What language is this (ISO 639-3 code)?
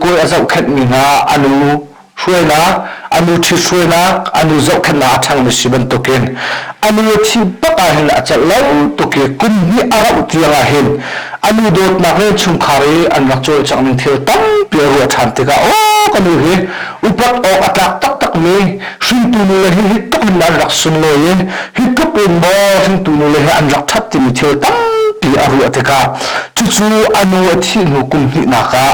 cnh